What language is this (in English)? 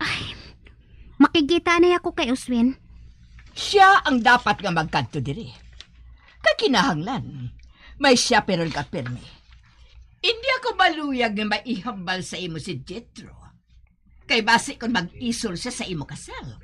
Hiligaynon